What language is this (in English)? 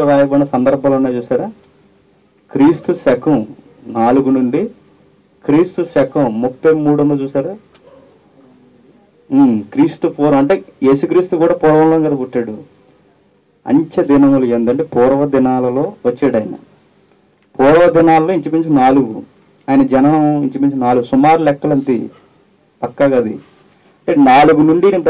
Telugu